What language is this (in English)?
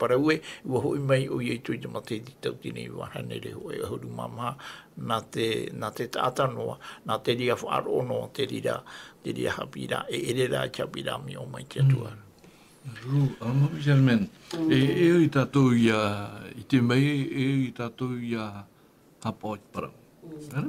Tahitian